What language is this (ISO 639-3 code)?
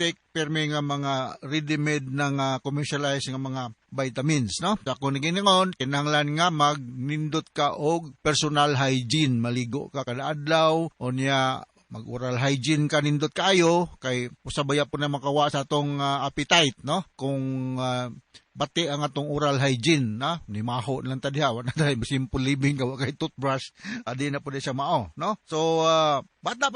ceb